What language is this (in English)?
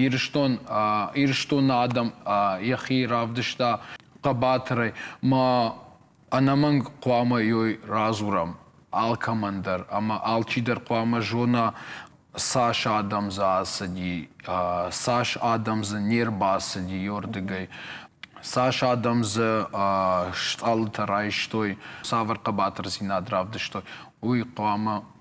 Ossetic